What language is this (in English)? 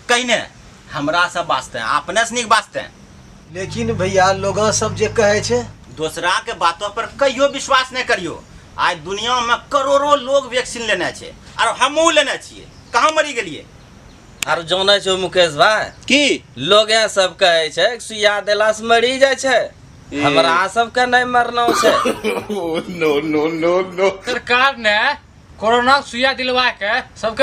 Angika